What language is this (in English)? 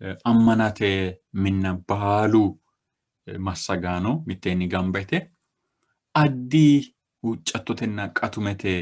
Sidamo